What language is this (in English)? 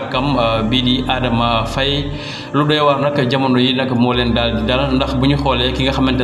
Wolof